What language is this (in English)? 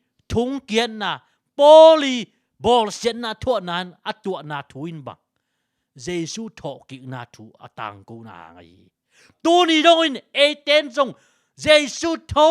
Tedim Chin